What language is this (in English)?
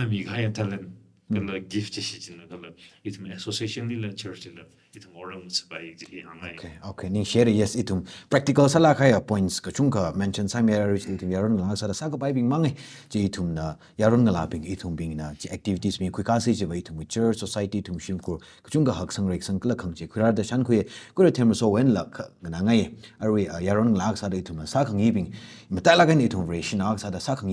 Tangkhul Naga (India)